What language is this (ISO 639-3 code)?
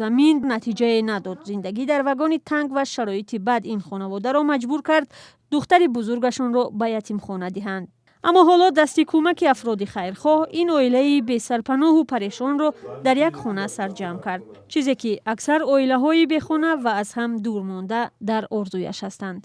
tgk